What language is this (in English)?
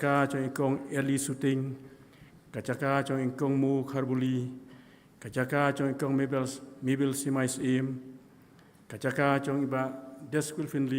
Khasi